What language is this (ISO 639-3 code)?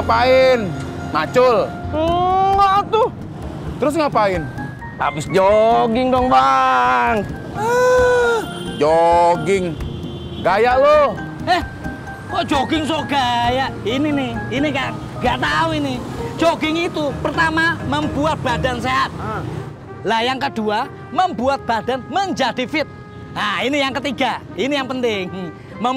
bew